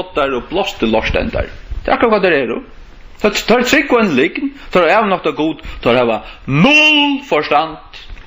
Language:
Faroese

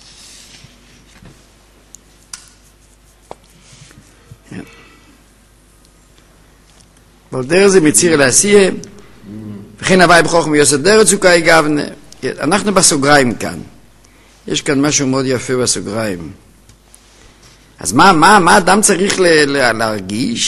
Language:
Hebrew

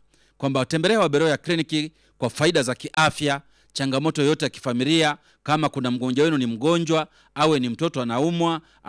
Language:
Swahili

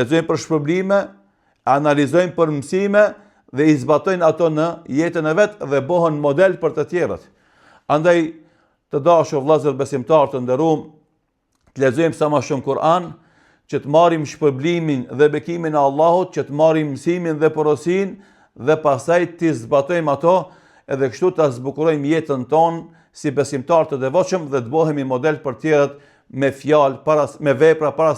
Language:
Albanian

